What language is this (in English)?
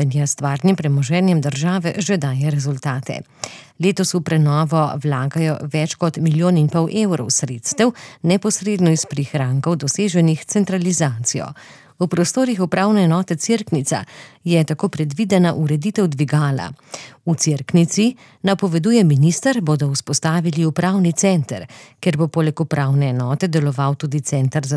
Slovenian